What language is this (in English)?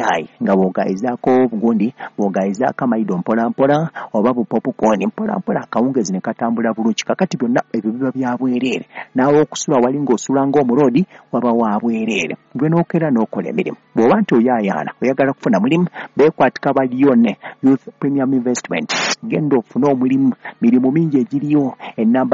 Ganda